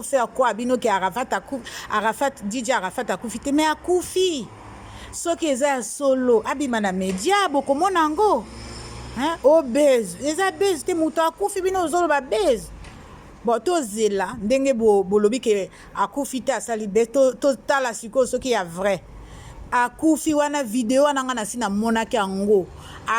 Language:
Lingala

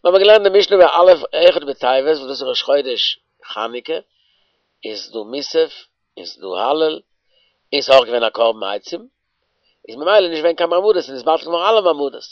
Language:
Yiddish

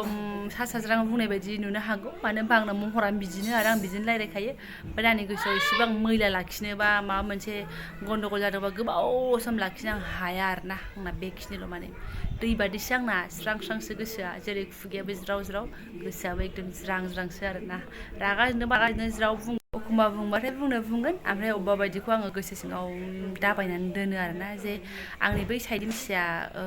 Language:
Bodo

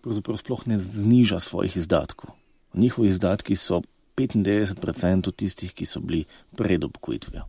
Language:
Slovenian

